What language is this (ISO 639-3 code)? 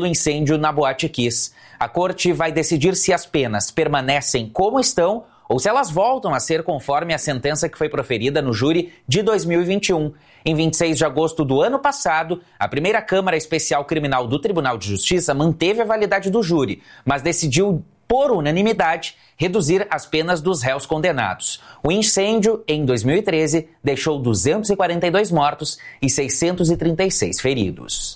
por